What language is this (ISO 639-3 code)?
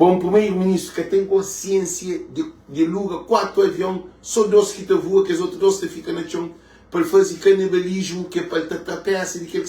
kea